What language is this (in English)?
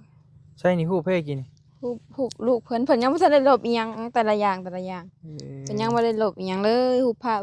Northeastern Thai